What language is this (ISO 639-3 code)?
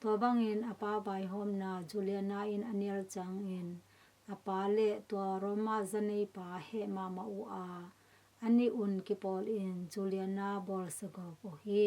ctd